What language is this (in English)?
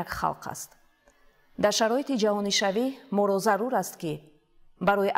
Tajik